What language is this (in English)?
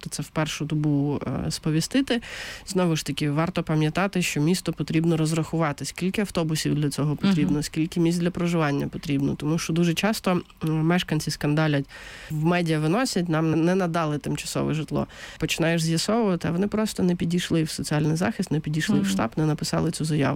Ukrainian